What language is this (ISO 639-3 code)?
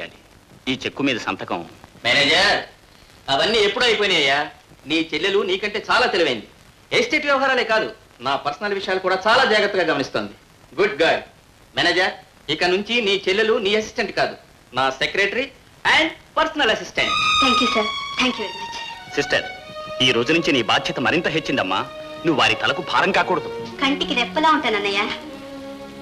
tel